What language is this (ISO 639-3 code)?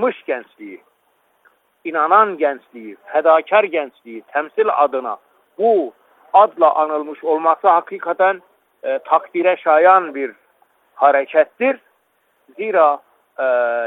tur